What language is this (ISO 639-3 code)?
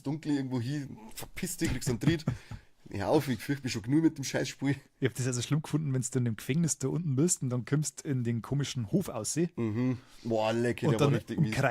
bar